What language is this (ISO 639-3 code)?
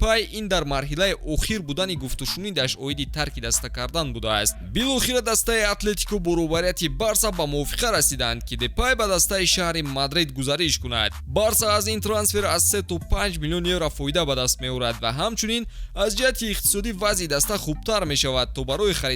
tgk